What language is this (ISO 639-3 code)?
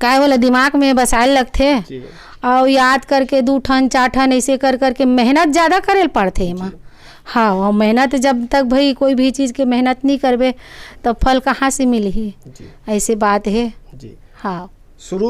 hne